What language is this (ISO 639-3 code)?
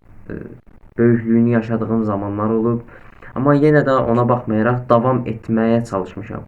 aze